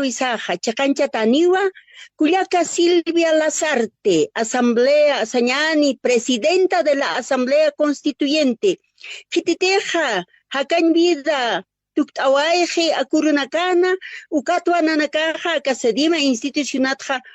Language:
Aymara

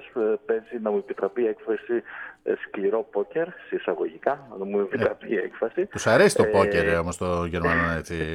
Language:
Greek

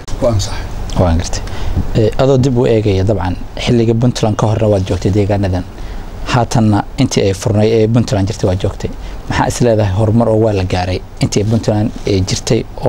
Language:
Somali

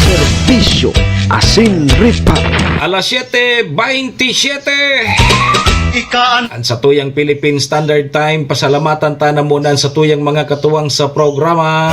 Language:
Bikol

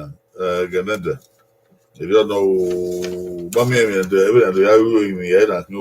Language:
Bini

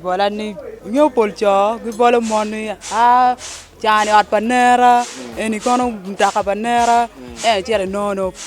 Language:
Acoli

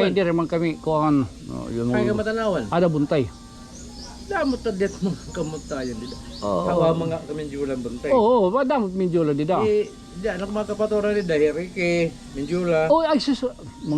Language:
Waray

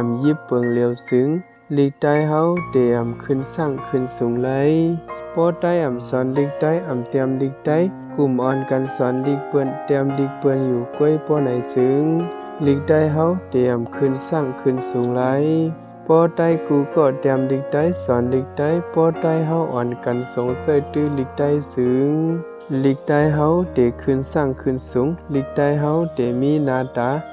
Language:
Shan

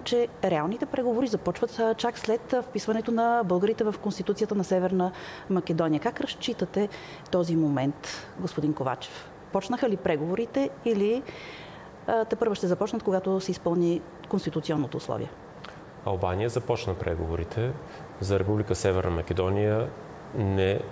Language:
Bulgarian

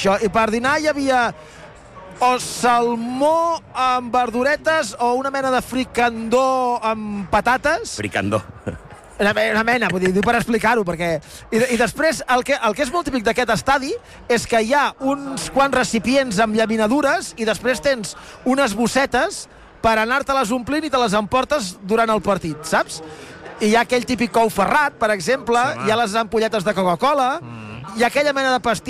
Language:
Catalan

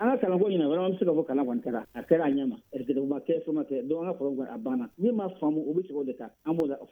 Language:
Bambara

